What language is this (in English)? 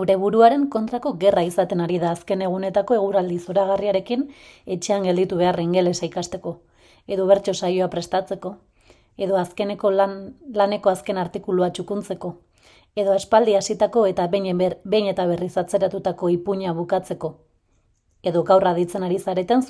Basque